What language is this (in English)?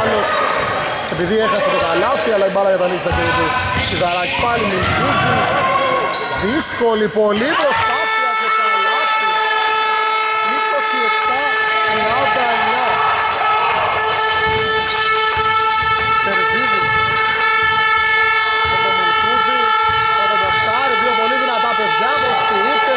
Greek